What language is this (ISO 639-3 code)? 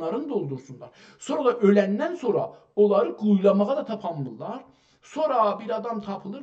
azb